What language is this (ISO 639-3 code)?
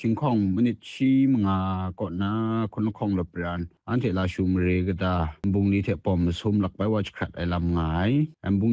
kac